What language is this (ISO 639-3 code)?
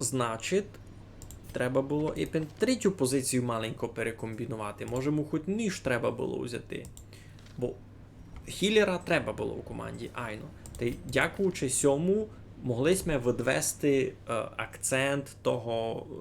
rue